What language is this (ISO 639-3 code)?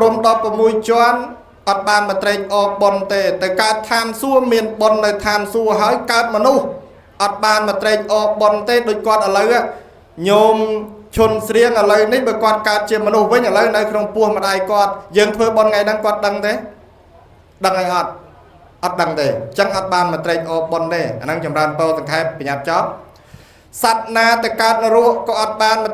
khm